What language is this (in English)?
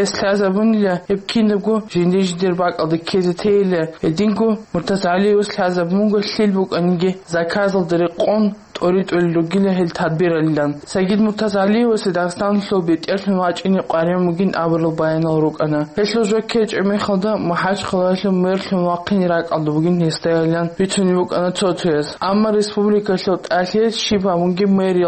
Avaric